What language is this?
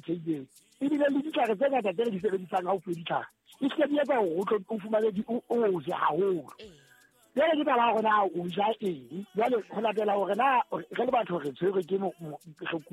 Southern Sotho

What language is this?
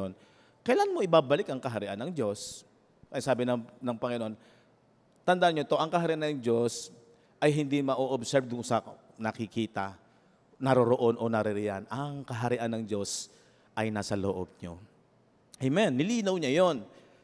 Filipino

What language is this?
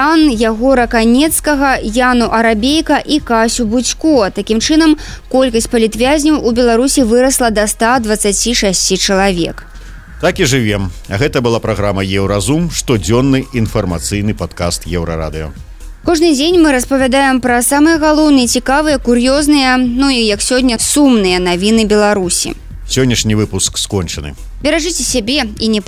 Belarusian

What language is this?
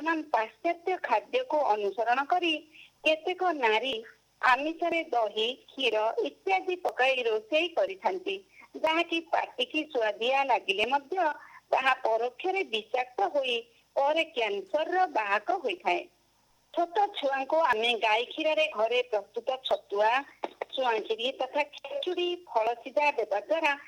Odia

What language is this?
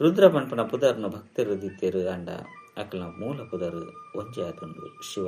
Tulu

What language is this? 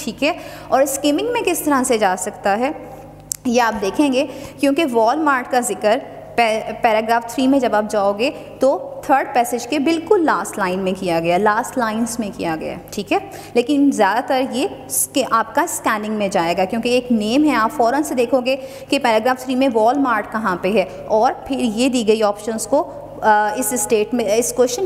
Hindi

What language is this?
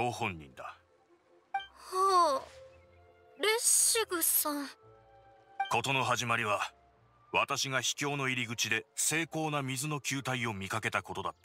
Japanese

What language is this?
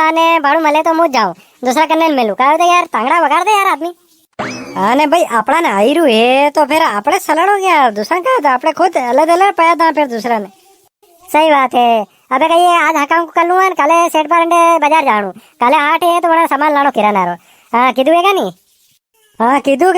Rajasthani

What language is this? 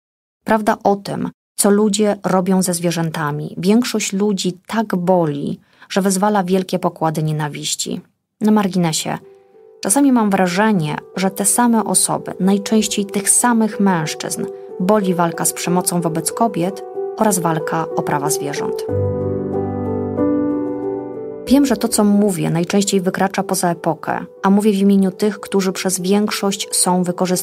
Polish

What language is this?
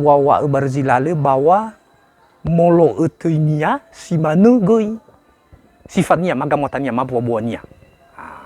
Nias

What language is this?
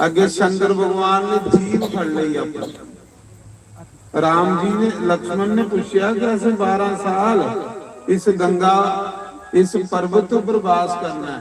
Dogri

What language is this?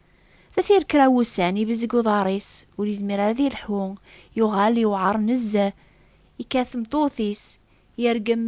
Kabyle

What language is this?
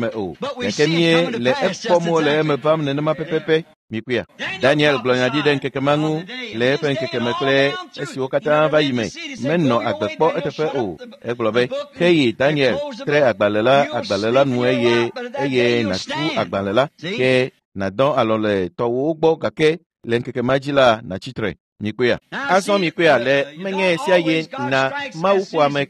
Ewe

